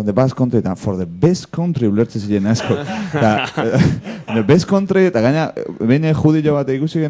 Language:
Basque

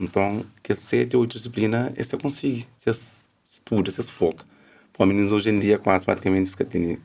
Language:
Kabuverdianu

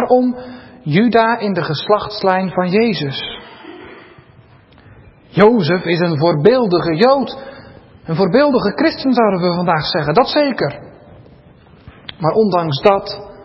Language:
Dutch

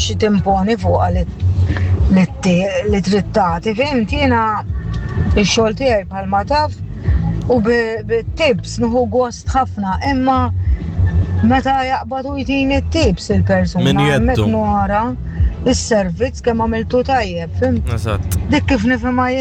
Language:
Maltese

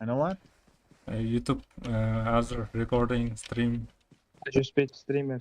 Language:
Kara-Kalpak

